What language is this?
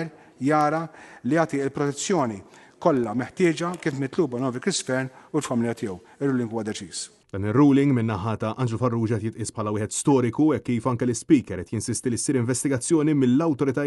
Maltese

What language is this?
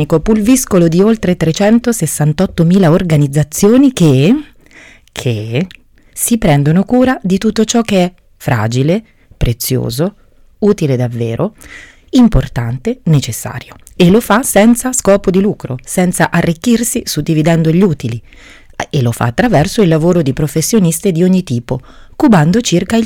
Italian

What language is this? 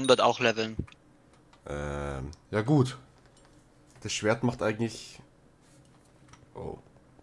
German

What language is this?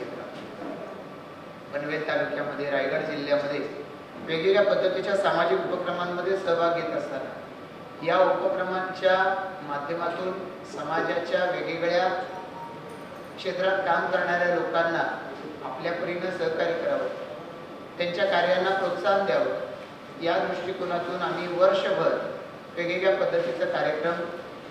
Marathi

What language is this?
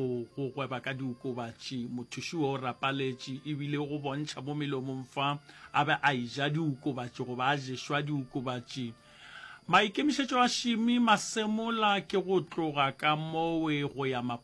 Northern Sotho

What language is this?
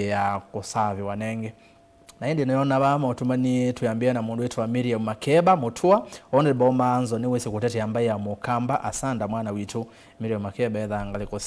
Kamba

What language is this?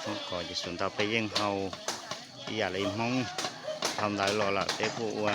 Hmong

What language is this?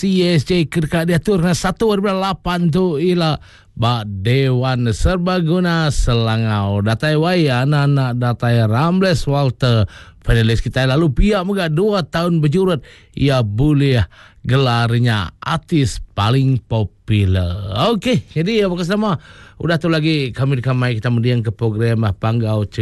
Iban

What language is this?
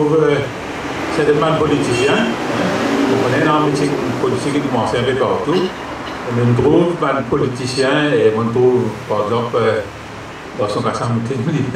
Morisyen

